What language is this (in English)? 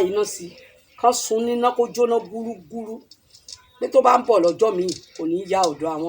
Yoruba